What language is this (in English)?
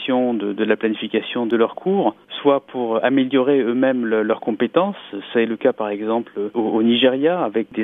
French